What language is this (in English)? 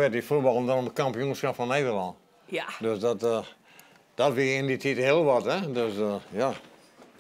Western Frisian